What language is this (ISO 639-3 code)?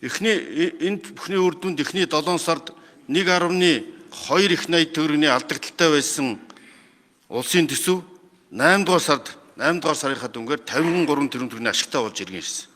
mon